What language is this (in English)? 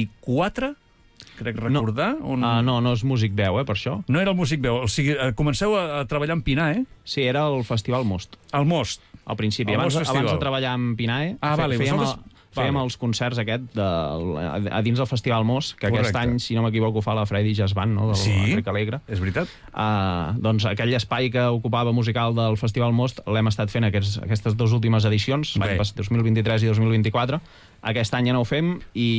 Catalan